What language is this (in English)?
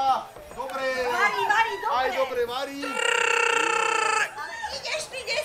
Slovak